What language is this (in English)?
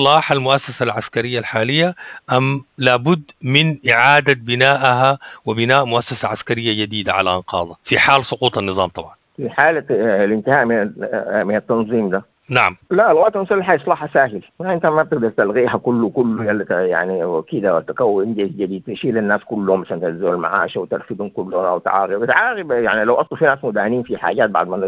Sudanese Arabic